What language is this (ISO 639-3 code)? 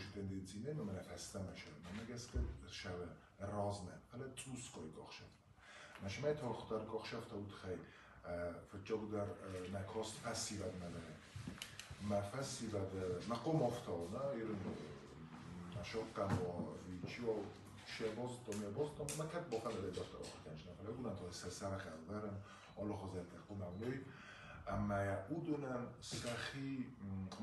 oss